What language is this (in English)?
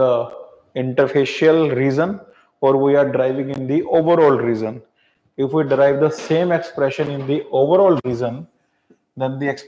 English